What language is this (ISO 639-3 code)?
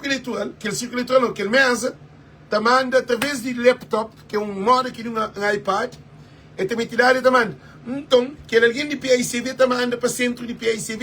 kea